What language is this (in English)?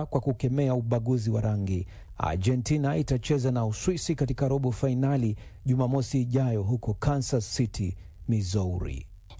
Swahili